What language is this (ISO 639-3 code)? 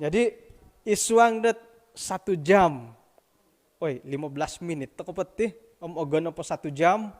dtp